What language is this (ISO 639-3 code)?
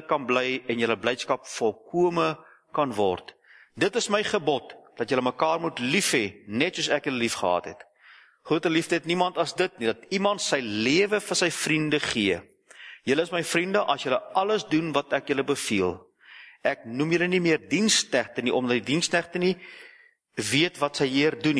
afr